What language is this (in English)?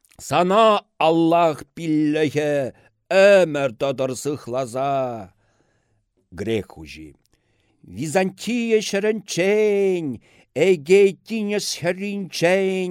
Chuvash